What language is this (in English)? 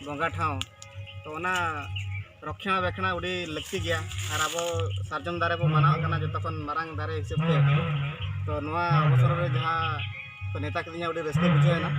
Santali